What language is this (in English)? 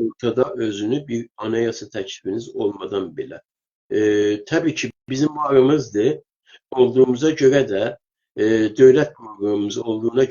South Azerbaijani